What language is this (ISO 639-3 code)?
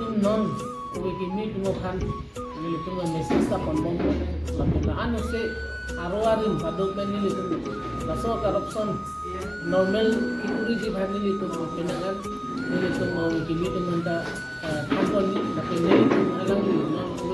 mjw